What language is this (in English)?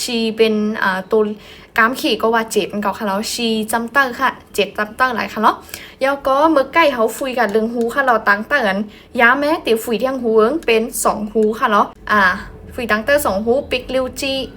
Shan